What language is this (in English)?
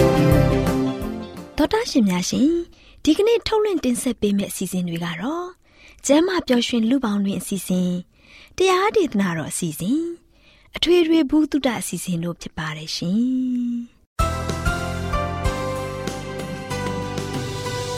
Burmese